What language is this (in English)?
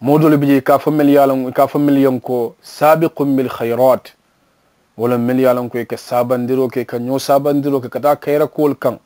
Mandingo